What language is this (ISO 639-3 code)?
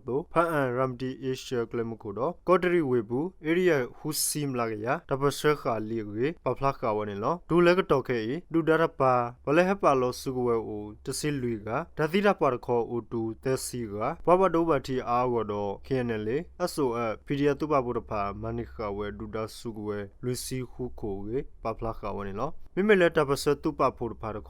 ksw